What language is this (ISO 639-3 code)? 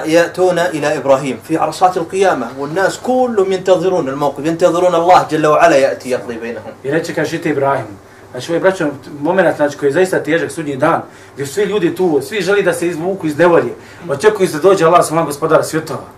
bos